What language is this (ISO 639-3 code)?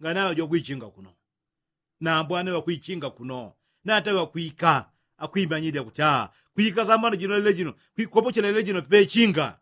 yao